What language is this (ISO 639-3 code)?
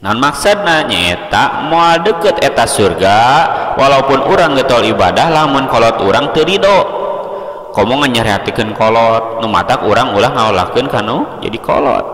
sun